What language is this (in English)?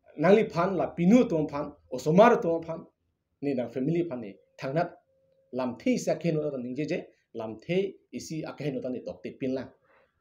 Karbi